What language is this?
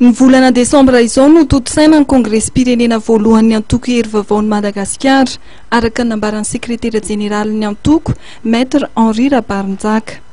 Malagasy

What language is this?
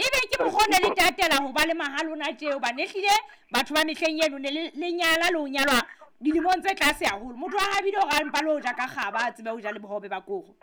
Southern Sotho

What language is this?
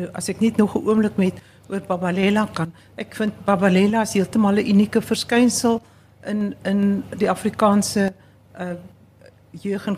Afrikaans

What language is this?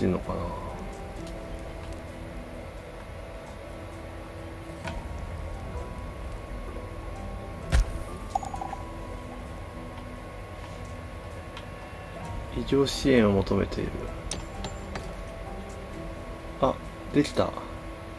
Japanese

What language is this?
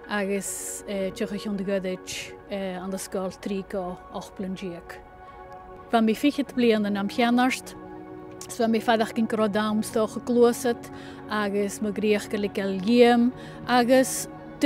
Scottish Gaelic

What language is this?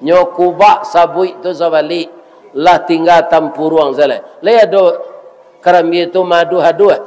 Minangkabau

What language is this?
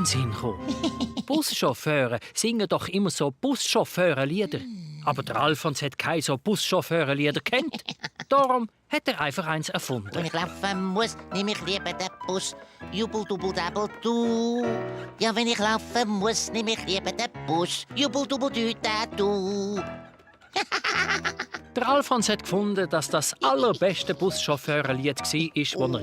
Swiss German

